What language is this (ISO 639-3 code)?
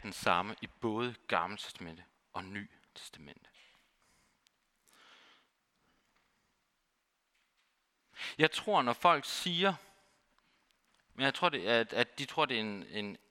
dan